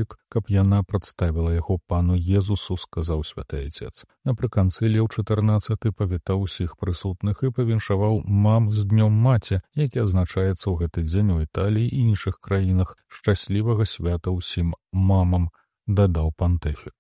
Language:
Belarusian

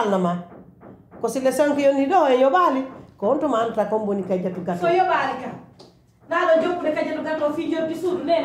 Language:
Pular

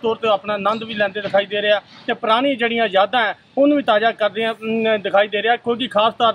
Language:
Punjabi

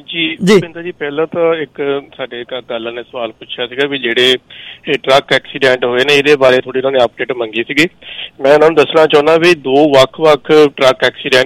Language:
Punjabi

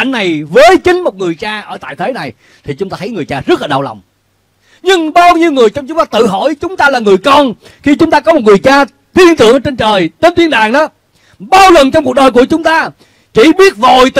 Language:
Vietnamese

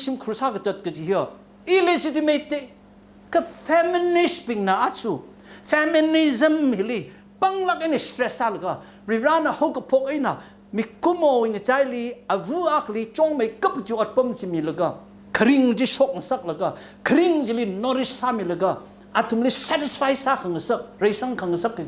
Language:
Tangkhul Naga (India)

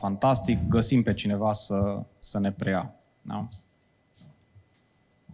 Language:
Romanian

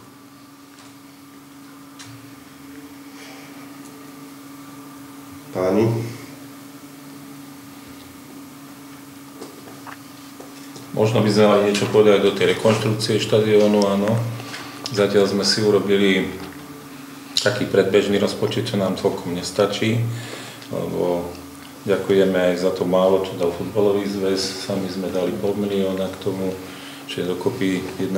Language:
Slovak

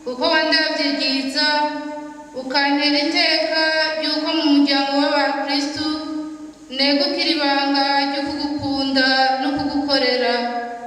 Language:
Rundi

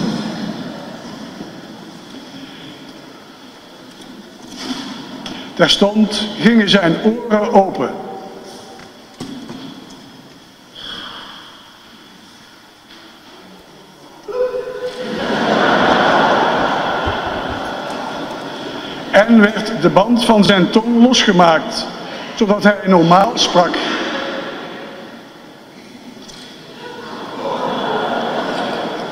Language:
Dutch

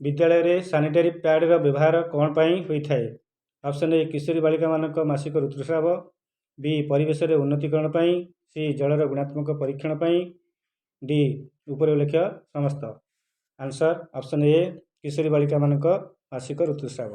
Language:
Odia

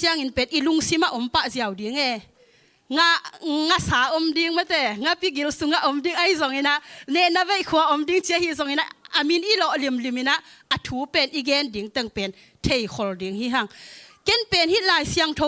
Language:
Tedim Chin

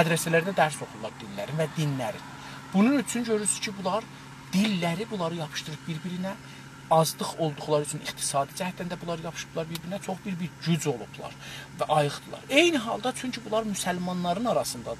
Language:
South Azerbaijani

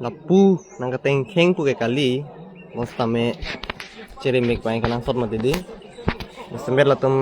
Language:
Karbi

